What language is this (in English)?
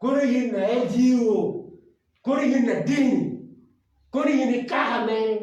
Acoli